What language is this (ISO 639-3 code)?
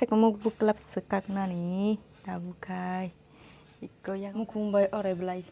trp